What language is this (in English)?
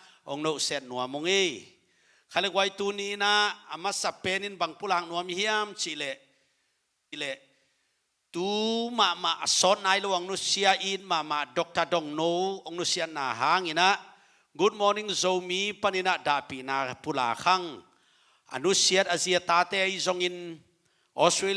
Tedim Chin